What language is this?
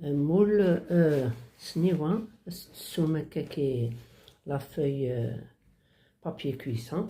Kabyle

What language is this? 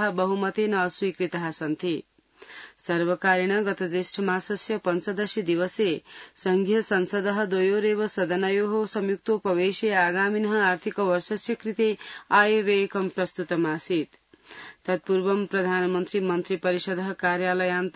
Sanskrit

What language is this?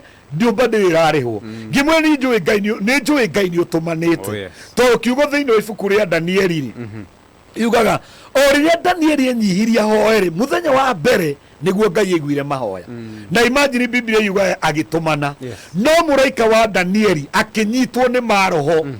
Kikuyu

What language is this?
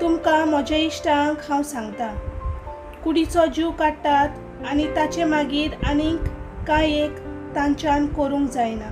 Konkani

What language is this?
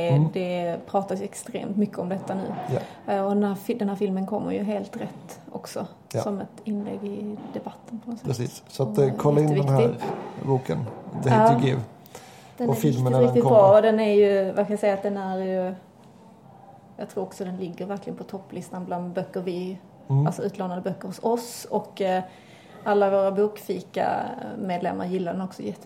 Swedish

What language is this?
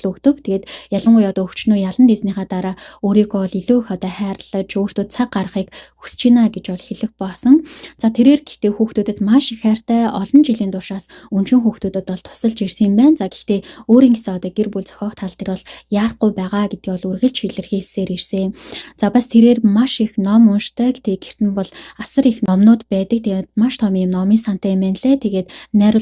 Mongolian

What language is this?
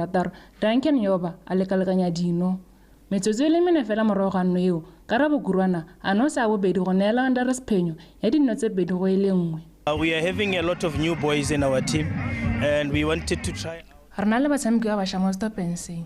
Tswana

